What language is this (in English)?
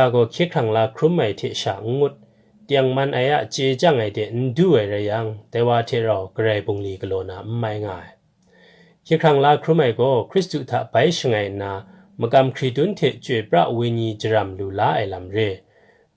Kachin